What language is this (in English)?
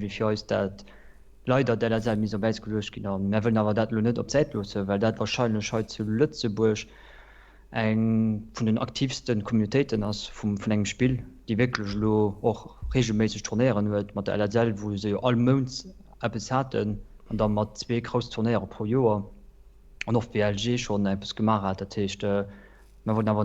Luxembourgish